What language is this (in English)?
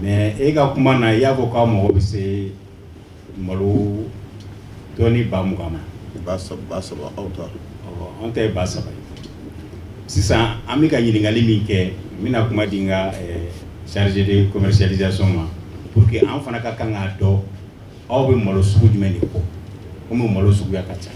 Bambara